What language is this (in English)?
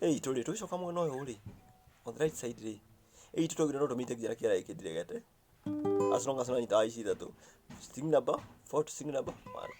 Kikuyu